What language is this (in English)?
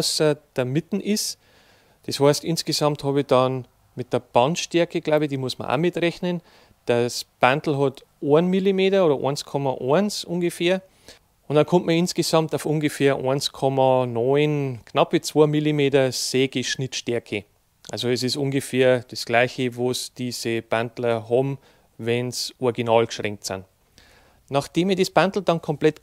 German